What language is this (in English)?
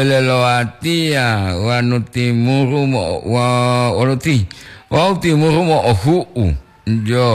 Gorontalo